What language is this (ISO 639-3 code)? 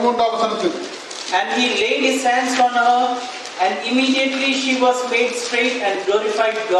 mal